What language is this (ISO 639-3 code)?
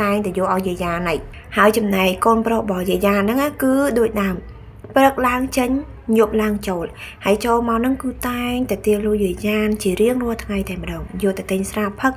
khm